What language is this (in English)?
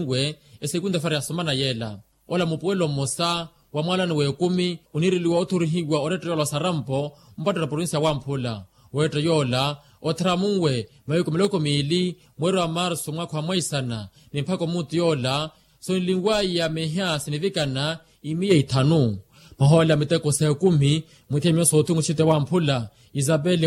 Makhuwa